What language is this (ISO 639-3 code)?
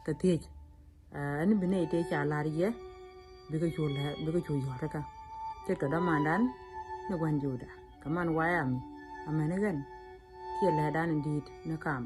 nus